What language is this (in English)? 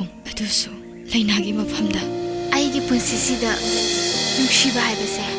Manipuri